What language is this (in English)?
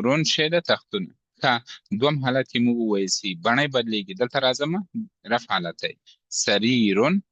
Pashto